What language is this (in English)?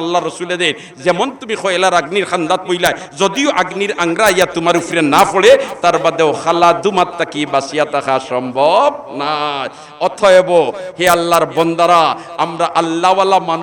Sylheti